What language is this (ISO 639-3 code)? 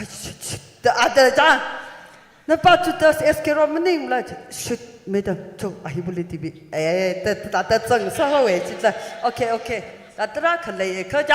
nmf